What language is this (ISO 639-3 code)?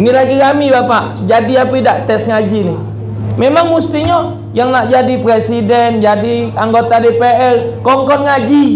mui